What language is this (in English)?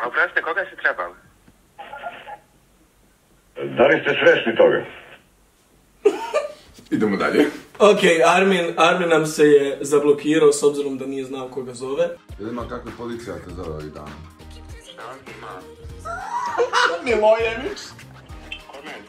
Croatian